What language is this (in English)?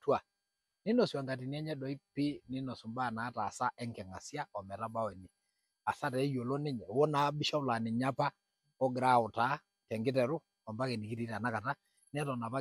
Masai